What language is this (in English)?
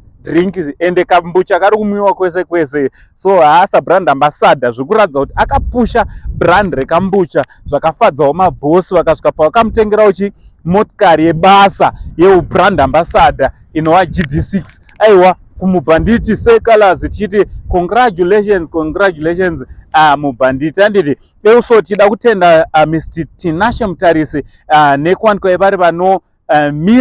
Shona